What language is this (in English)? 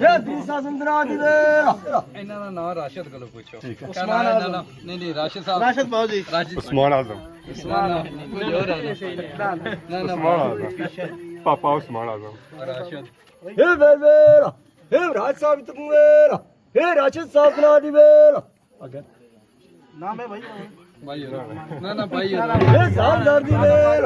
Pahari-Potwari